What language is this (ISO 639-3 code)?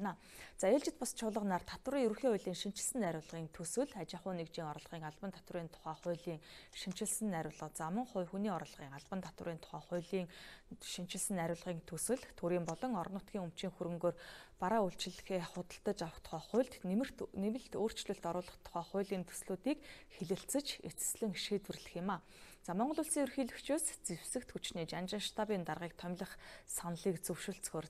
mon